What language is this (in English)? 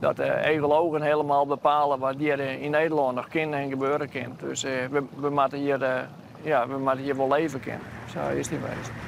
Western Frisian